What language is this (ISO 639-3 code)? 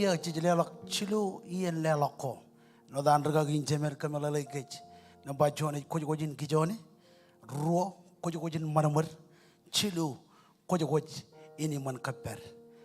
mah